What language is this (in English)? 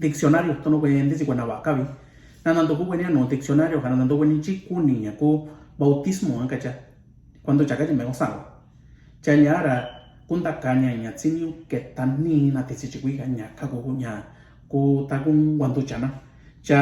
Mixtepec Mixtec